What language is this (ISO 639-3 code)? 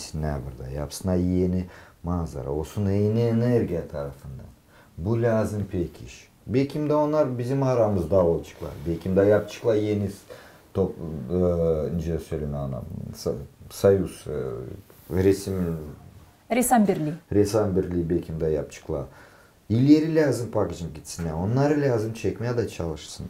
gag